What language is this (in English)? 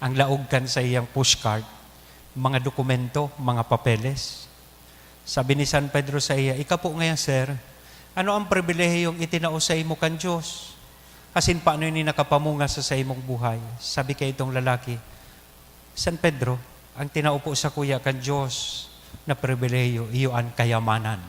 Bikol